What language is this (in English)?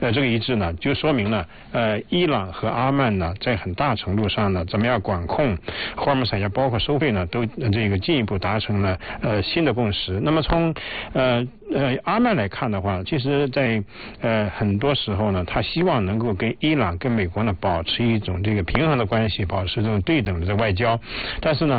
Chinese